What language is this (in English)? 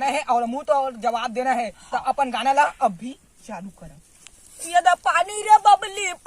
Chhattisgarhi